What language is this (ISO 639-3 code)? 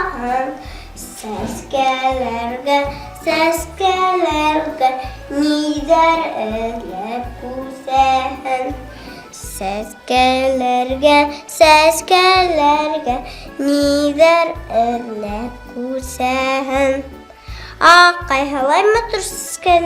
bak